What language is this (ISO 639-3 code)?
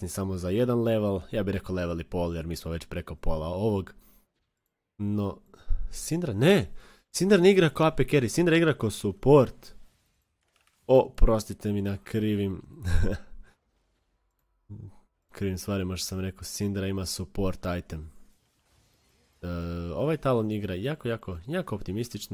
hrv